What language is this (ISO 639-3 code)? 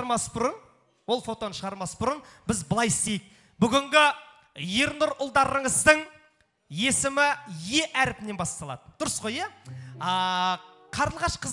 kaz